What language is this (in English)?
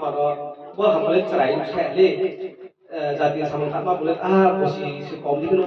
Riang (India)